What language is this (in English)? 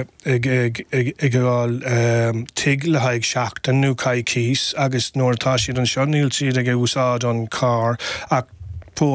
Irish